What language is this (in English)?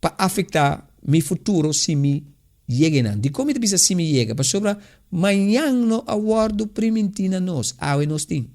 Papiamento